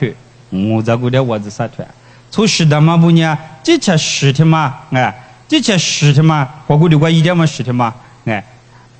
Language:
Lisu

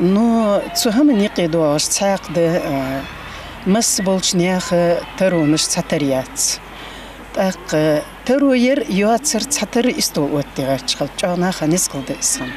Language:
Ingush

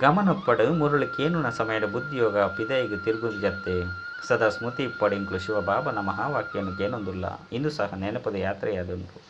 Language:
Tulu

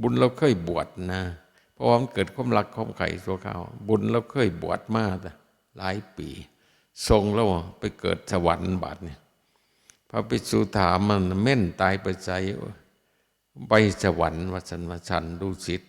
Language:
Northeastern Thai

